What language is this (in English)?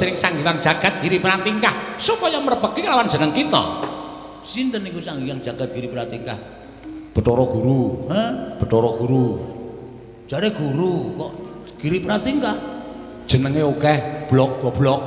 Javanese